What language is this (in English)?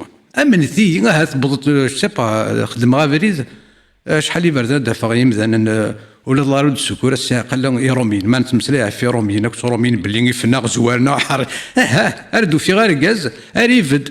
Kabyle